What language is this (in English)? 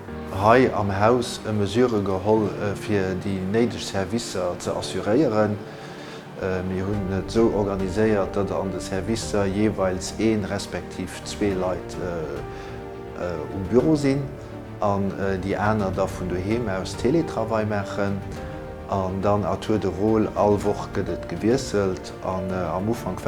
Luxembourgish